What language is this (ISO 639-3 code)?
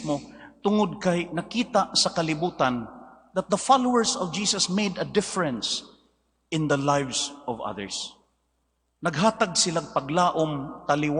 ceb